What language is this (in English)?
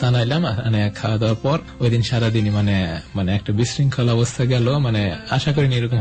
Bangla